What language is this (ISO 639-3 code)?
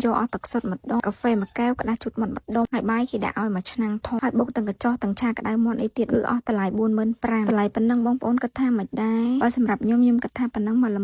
khm